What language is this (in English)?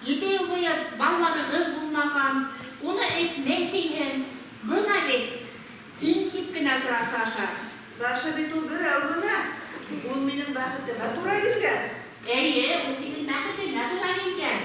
Bashkir